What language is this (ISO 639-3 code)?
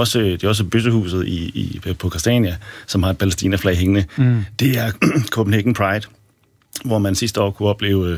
dan